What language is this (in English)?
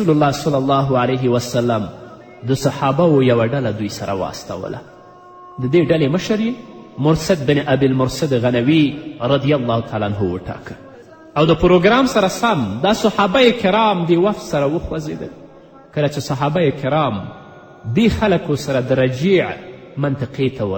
Pashto